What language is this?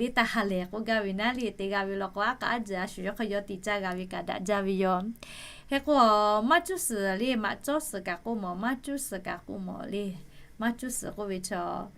Lahu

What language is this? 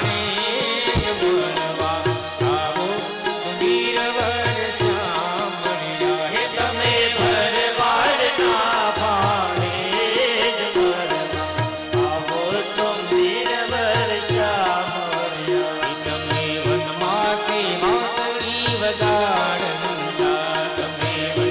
Gujarati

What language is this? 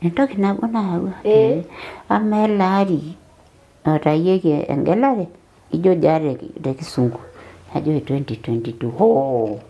Masai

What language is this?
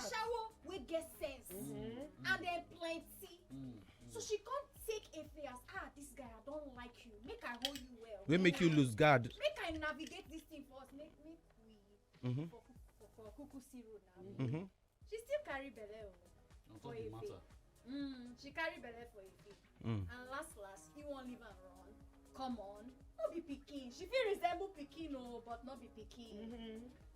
Nigerian Pidgin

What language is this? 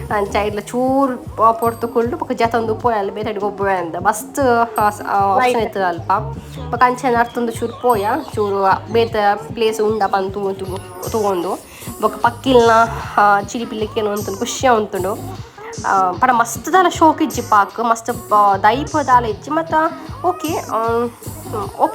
Tulu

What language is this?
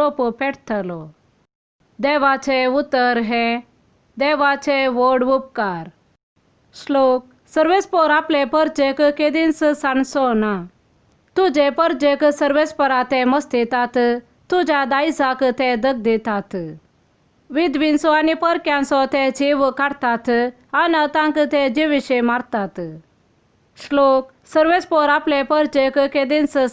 Konkani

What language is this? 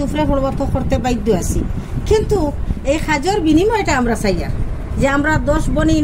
Sylheti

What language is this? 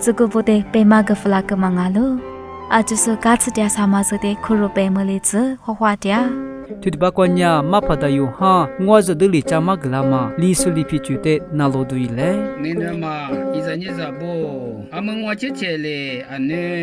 Lisu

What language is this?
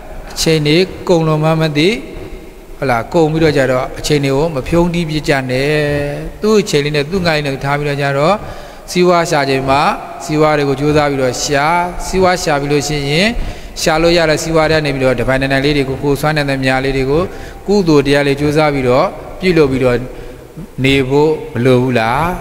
Burmese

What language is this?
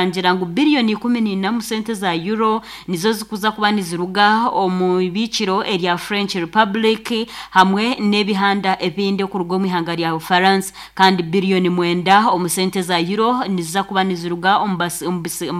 Nyankole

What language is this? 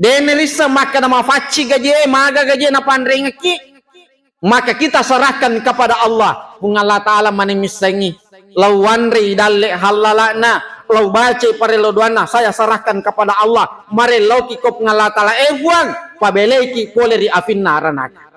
Buginese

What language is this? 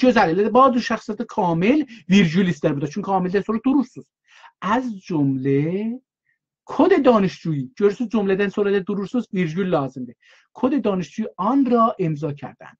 South Azerbaijani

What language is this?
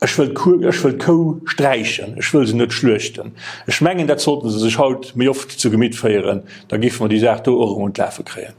Luxembourgish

